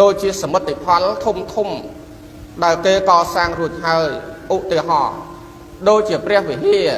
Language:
Khmer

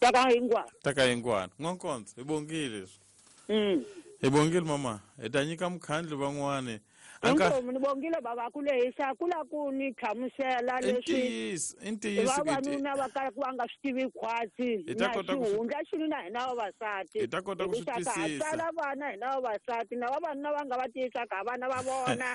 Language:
Tsonga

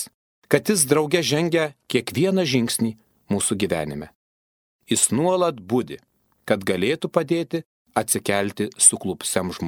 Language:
Lithuanian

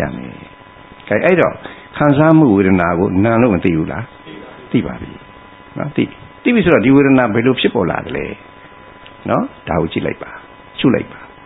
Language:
Burmese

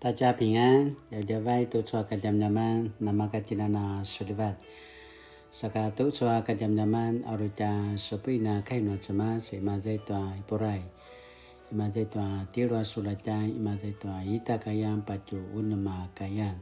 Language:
Paiwan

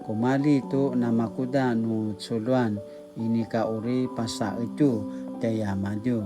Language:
Paiwan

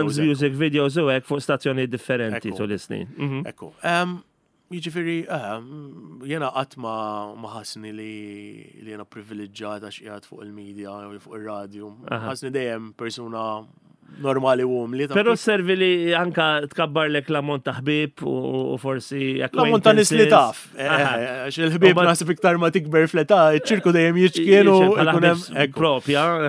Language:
Maltese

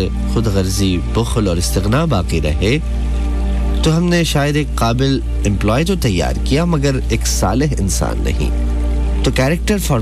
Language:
Urdu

